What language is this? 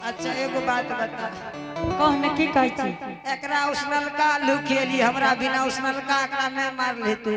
Angika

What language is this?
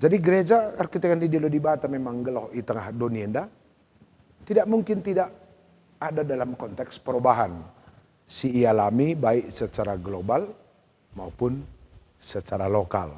Batak Karo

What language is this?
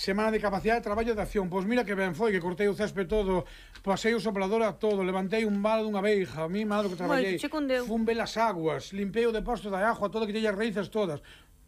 Galician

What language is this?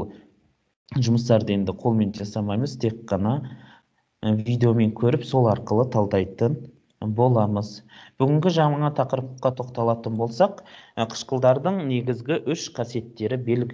Kazakh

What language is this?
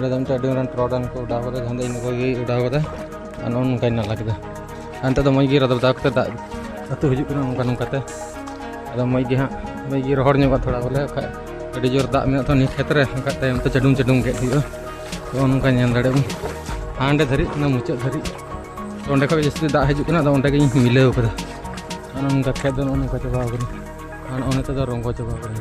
Santali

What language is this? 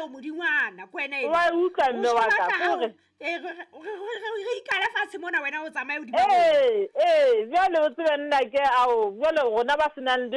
Southern Sotho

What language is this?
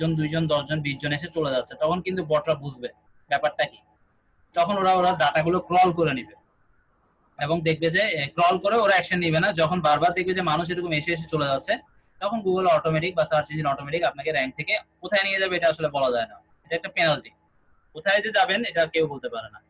Bangla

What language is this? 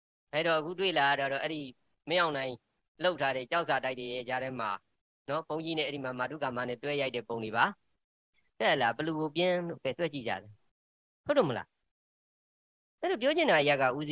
Burmese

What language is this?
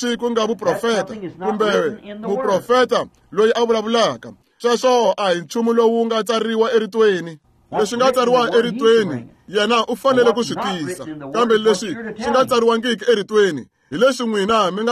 Tsonga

